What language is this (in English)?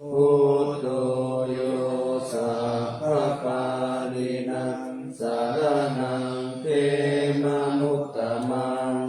Pali